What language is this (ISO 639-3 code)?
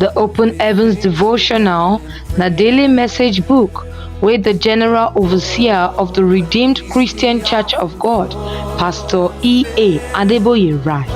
pcm